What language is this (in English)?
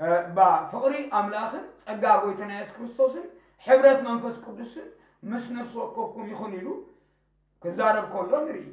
Tigrinya